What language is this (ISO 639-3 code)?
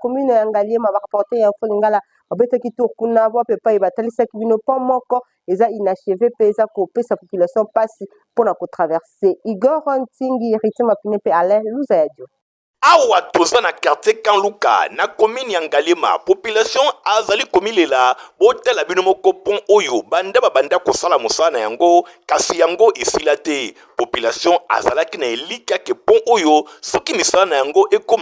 lin